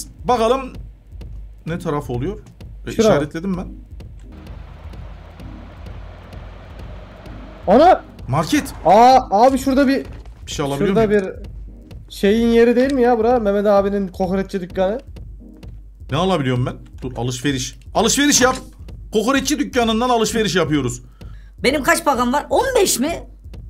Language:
Turkish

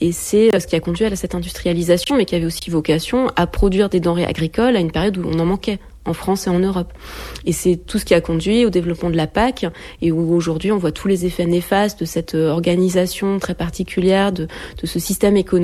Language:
French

